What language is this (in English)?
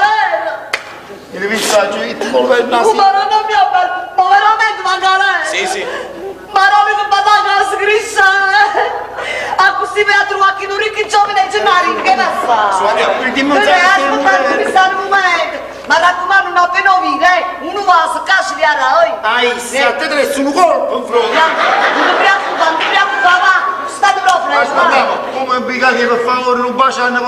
Neapolitan